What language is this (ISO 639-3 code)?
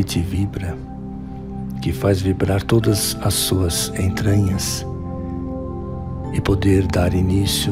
por